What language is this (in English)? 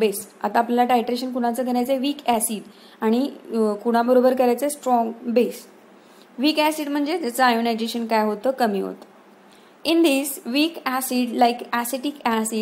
Marathi